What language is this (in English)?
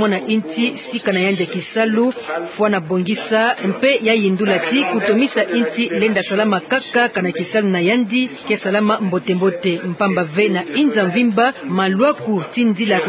Kituba (Democratic Republic of Congo)